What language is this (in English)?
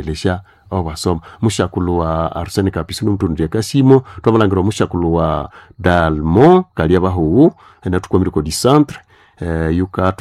Nande